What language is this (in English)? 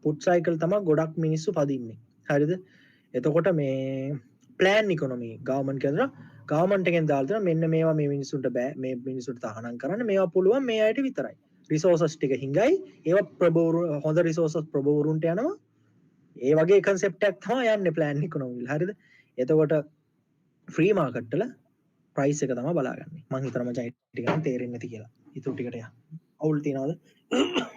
Sinhala